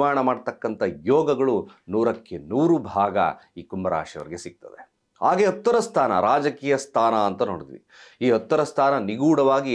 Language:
Kannada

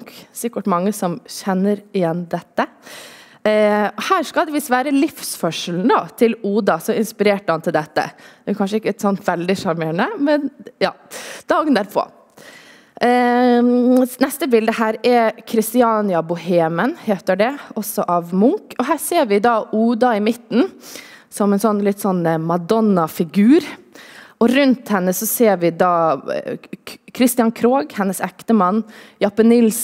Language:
Norwegian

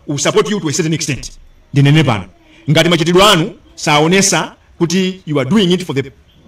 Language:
Nyanja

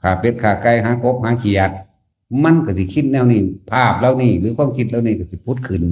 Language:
Lao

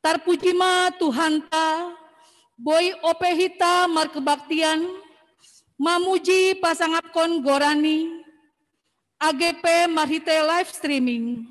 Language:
Batak Simalungun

